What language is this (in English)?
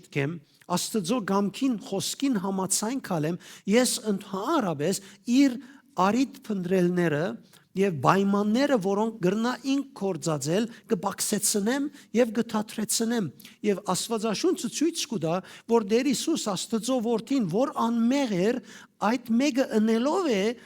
Western Armenian